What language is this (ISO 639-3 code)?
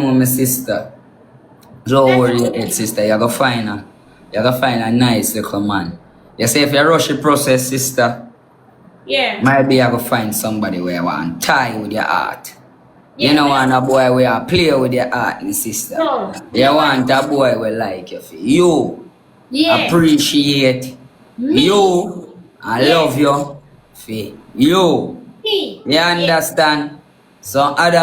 jam